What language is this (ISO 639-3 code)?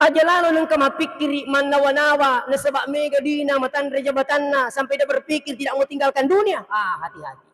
bug